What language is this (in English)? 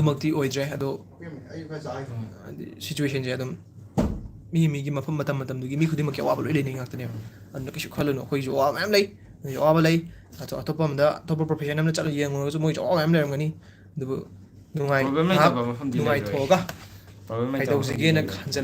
Manipuri